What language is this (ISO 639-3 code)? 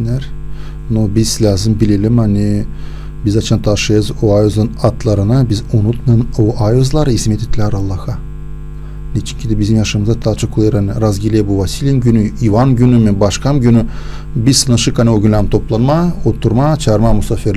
gag